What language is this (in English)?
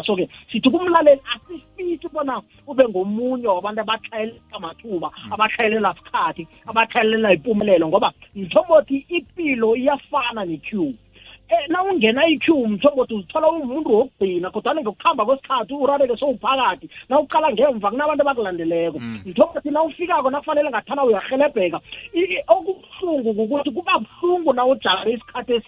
South Ndebele